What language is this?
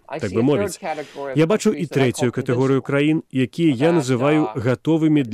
Belarusian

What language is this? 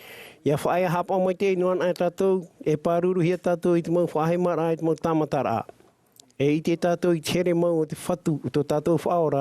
Tahitian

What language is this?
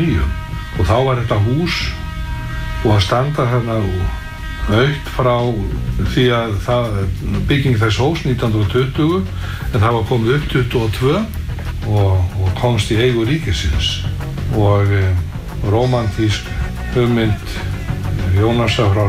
Icelandic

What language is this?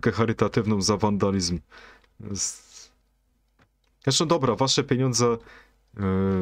Polish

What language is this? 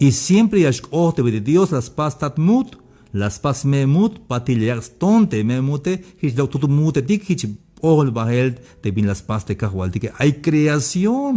Tzeltal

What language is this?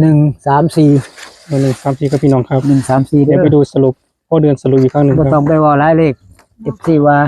Northeastern Thai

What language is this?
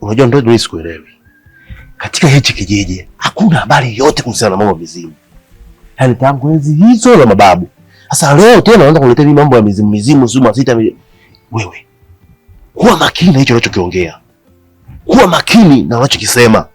Swahili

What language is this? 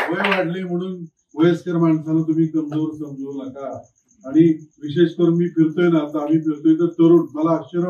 Marathi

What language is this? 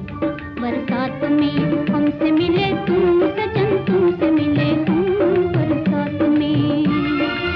Hindi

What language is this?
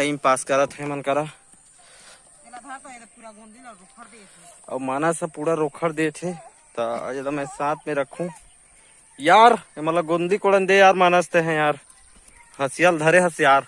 Chhattisgarhi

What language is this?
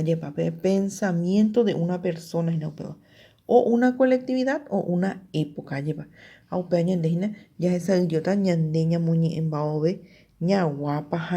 Guarani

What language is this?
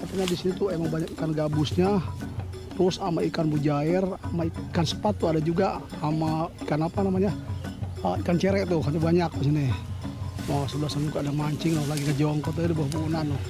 Betawi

